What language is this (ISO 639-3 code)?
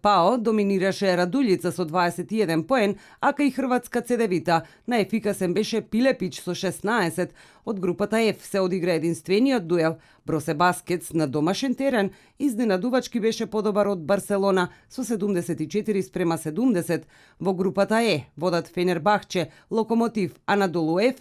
mkd